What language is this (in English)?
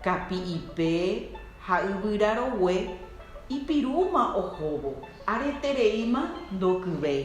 Guarani